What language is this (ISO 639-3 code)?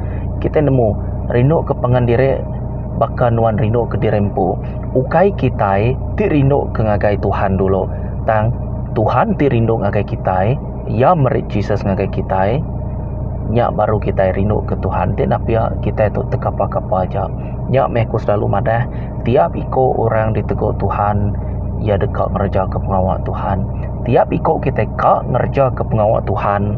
iba